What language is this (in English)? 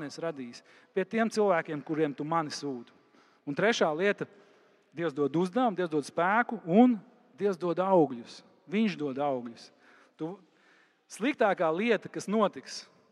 Latvian